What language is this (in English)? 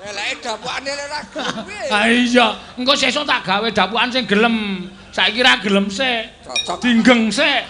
Javanese